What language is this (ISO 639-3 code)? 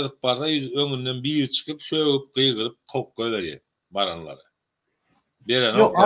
tuk